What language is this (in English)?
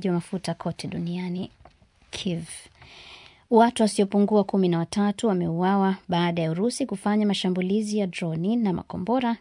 Swahili